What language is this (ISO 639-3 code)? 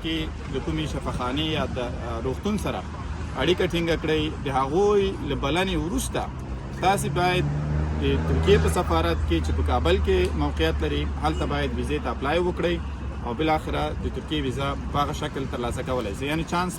pus